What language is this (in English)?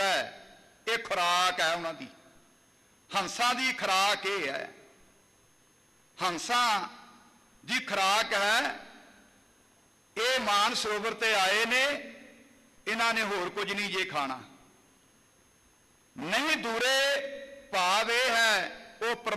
Punjabi